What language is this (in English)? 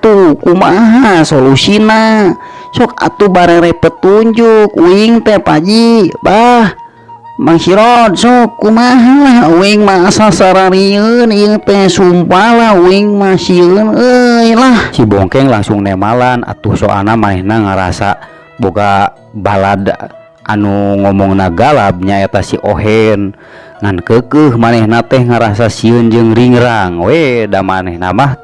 Sundanese